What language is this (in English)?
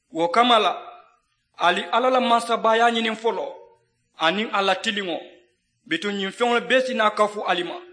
Mandingo